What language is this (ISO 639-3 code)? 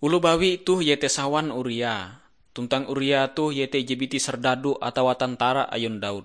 nij